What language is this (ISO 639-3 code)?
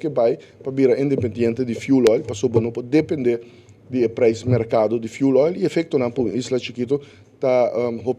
pap